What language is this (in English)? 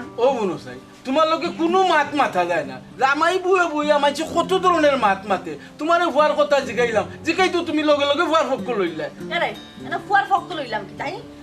Sylheti